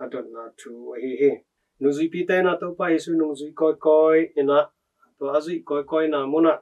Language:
Tedim Chin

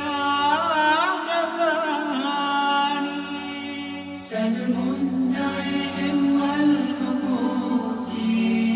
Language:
Bosnian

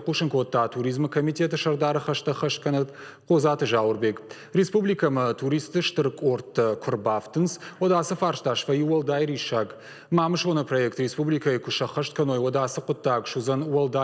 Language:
Ossetic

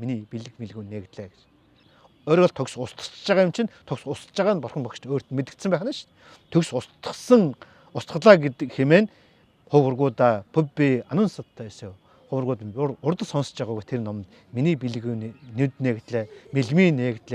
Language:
Mongolian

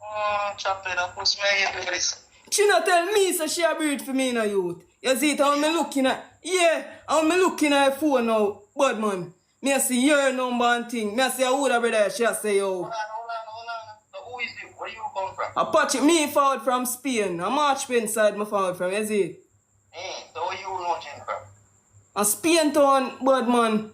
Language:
Jamaican Creole English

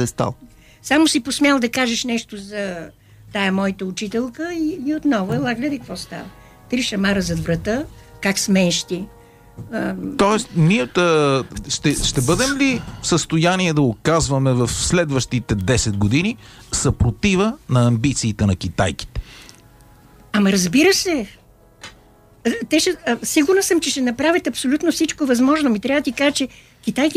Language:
Bulgarian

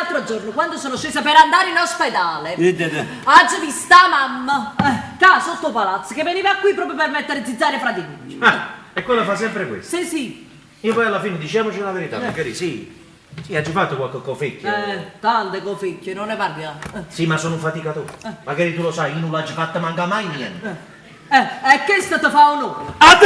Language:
Neapolitan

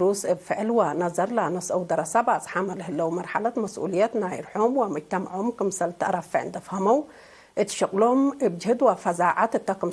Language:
Tigre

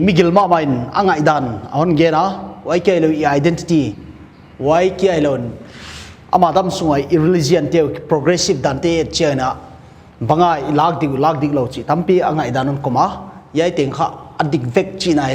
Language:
Paite Chin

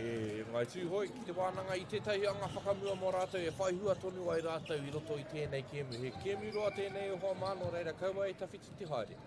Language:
Māori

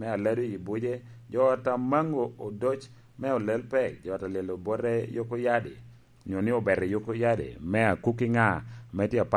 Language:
Lango (Uganda)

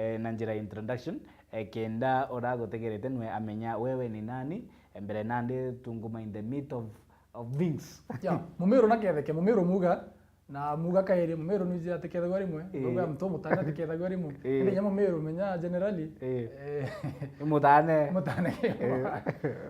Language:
Meru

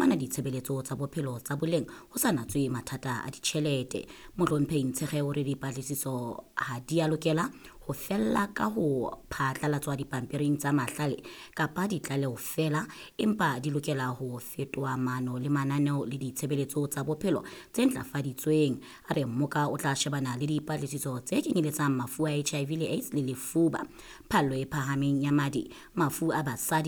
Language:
Southern Sotho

